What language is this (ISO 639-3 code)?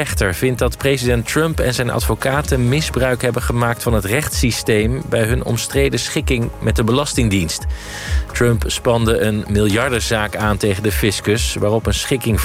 nld